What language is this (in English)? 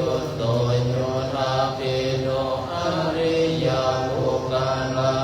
Pali